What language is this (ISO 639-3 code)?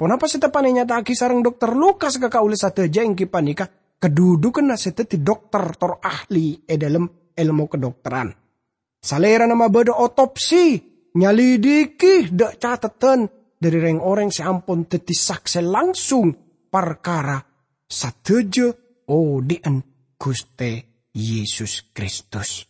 mad